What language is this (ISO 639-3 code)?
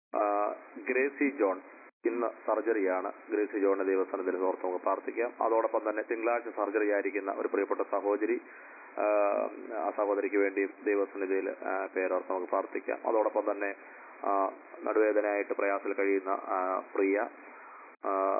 mal